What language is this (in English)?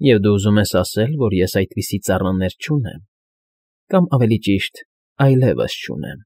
Armenian